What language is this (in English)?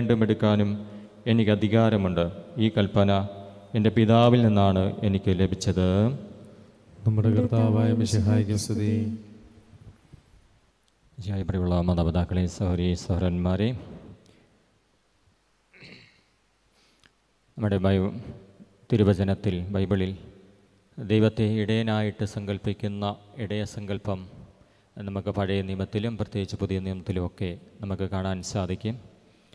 Malayalam